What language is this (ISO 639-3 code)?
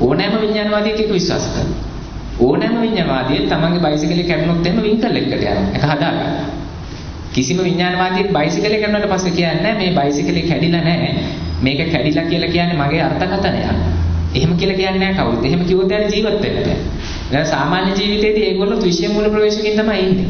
sin